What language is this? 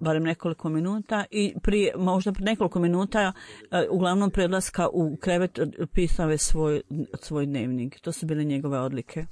Bosnian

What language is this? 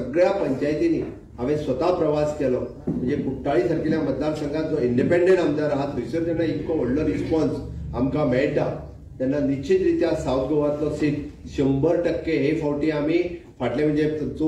Konkani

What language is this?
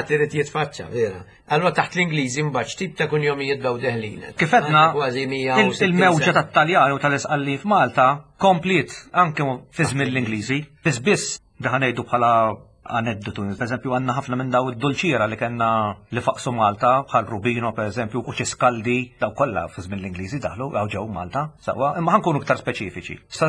Maltese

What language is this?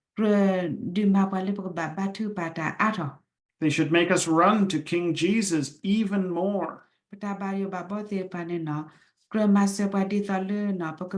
S'gaw Karen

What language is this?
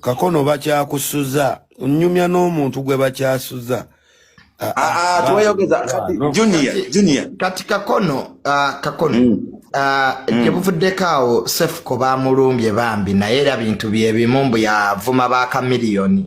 Ganda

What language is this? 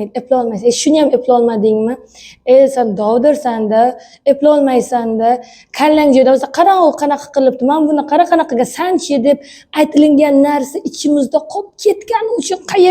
Uzbek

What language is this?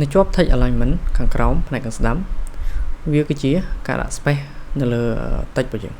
Khmer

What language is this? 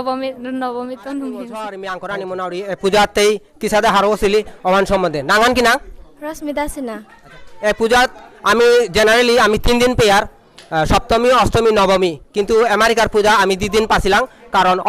Bishnupriya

